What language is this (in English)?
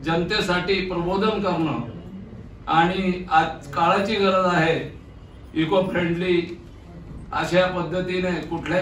Marathi